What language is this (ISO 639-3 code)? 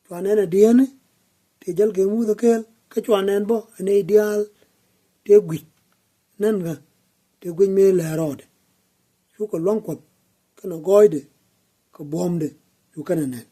nus